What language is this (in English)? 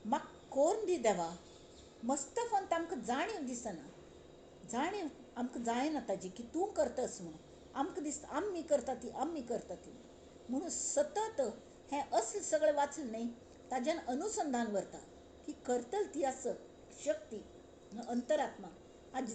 Konkani